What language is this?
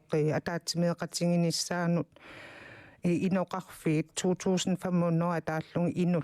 Kalaallisut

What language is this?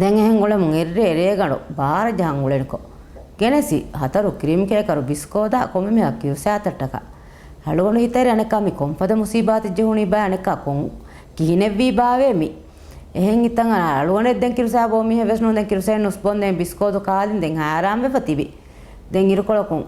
Divehi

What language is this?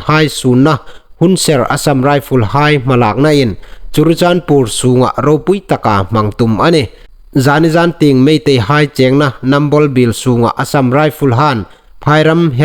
Hmar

